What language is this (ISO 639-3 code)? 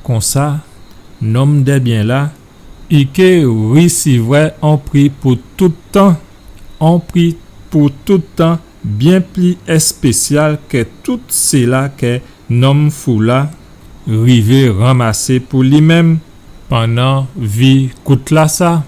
gcf